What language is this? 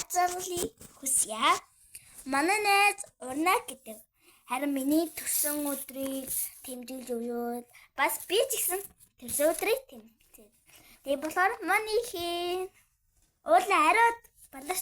Mongolian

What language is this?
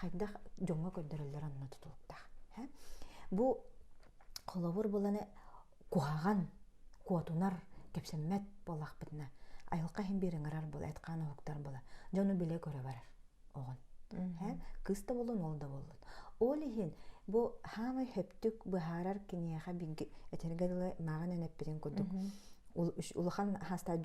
Yakut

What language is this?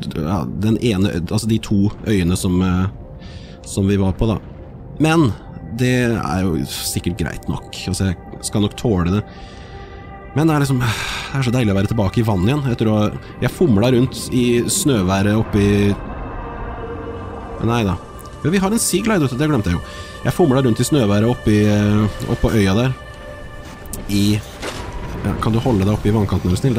Norwegian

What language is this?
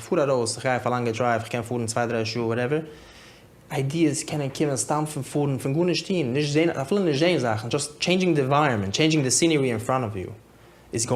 Yiddish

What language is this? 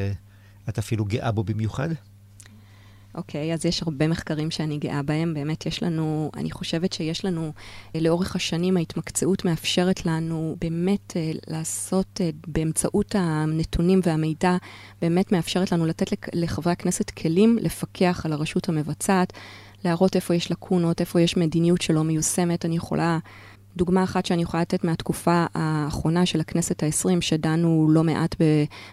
Hebrew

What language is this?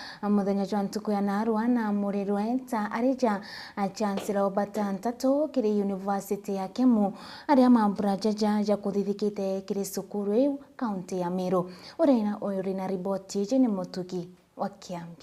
Meru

